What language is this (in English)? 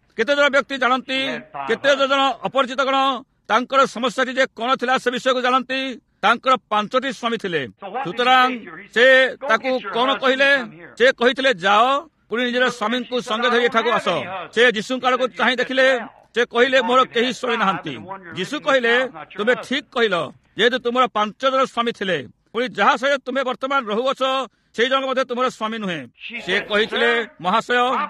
Odia